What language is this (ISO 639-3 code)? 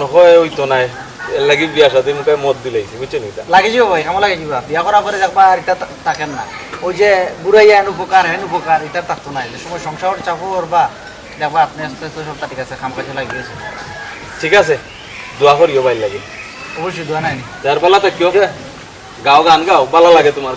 syl